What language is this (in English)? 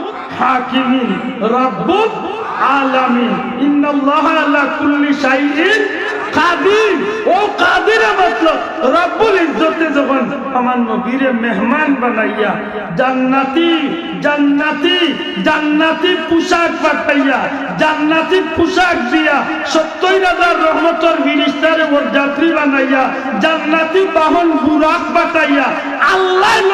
Sylheti